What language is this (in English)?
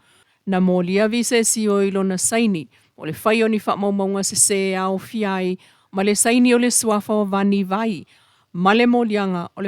Samoan